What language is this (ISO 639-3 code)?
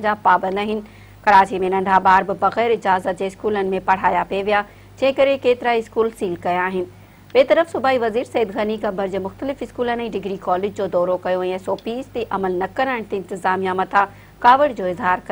snd